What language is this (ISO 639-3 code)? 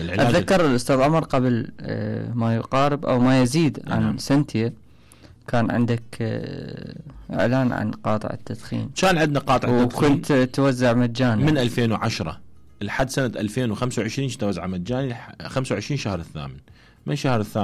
acm